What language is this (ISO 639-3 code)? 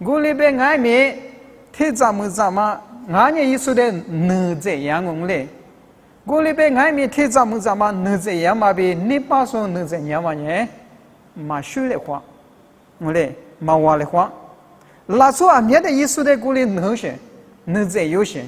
lis